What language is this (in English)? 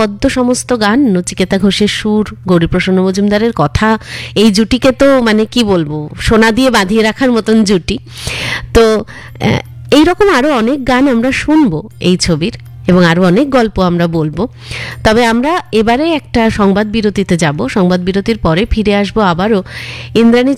Bangla